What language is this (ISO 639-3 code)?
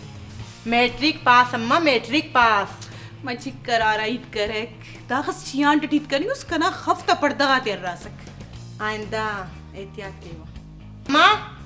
brh